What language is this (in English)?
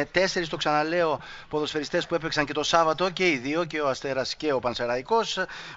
Greek